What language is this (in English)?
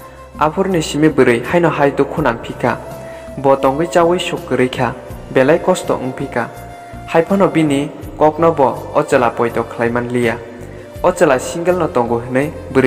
Kok Borok